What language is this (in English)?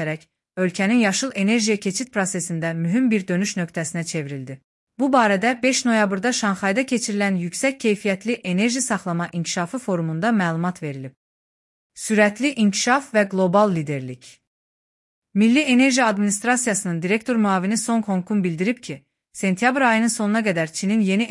Azerbaijani